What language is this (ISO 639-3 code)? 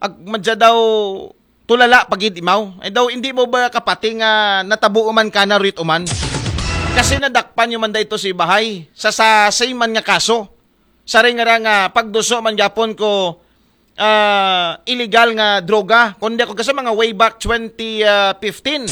akl